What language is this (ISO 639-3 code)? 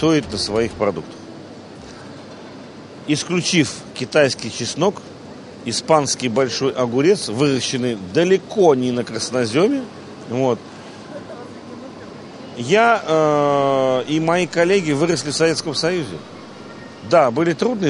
rus